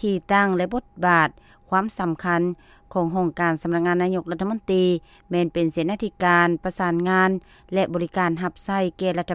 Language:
Lao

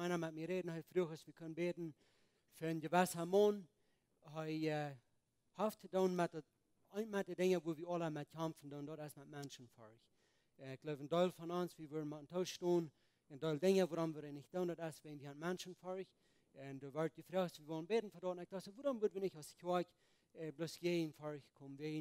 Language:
Plautdietsch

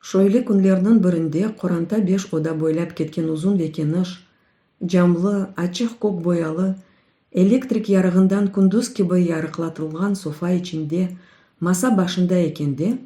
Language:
Crimean Tatar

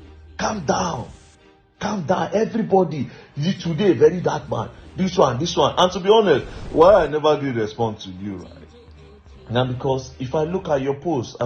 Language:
Nigerian Pidgin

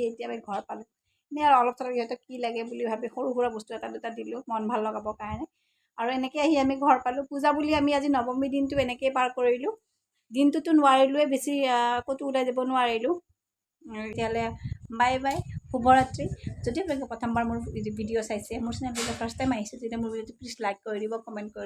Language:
Assamese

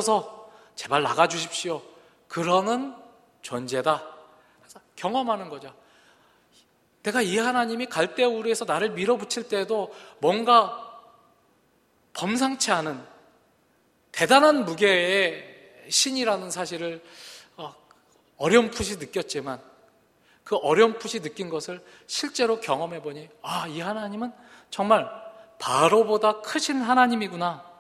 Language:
Korean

